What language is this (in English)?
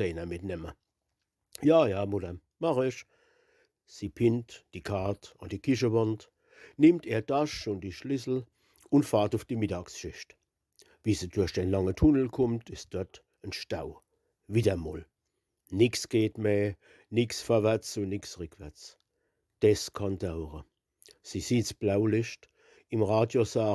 Palatine German